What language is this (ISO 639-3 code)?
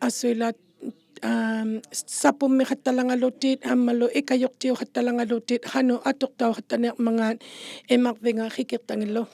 iku